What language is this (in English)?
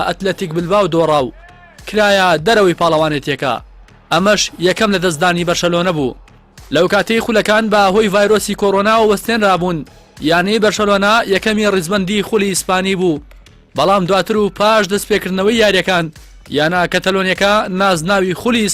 Central Kurdish